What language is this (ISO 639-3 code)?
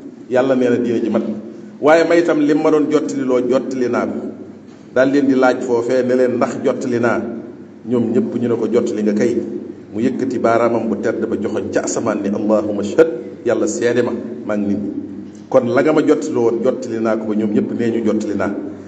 wol